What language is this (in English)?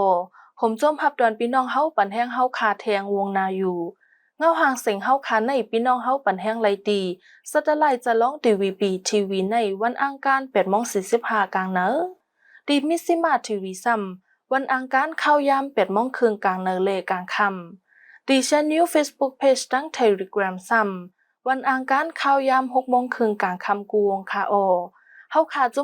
Shan